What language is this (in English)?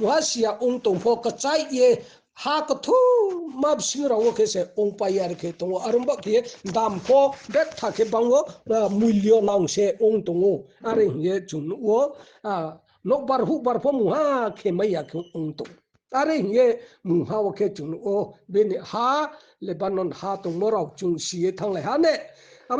Riang (India)